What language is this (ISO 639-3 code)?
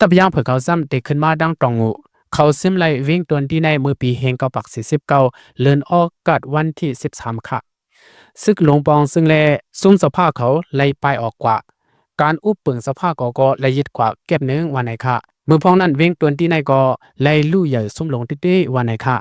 lao